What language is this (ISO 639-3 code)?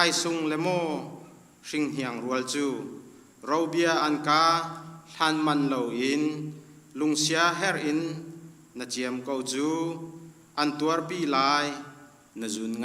cnh